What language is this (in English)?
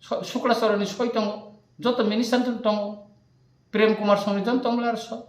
Kok Borok